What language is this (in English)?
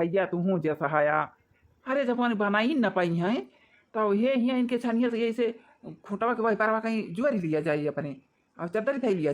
Awadhi